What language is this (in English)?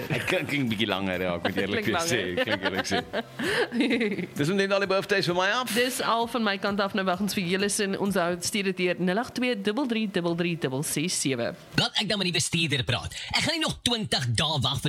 Afrikaans